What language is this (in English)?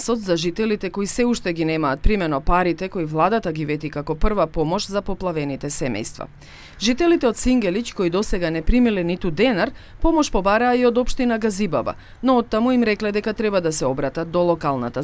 Macedonian